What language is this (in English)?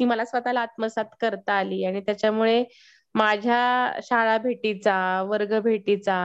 Marathi